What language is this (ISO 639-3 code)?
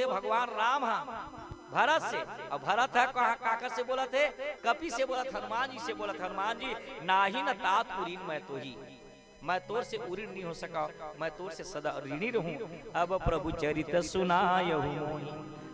hne